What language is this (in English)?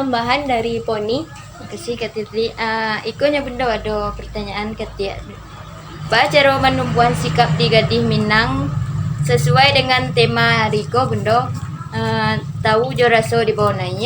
Minangkabau